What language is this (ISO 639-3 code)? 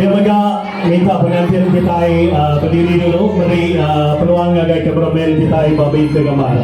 iba